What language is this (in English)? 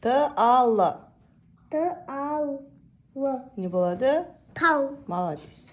Kazakh